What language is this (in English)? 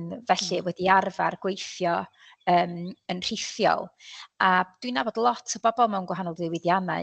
Welsh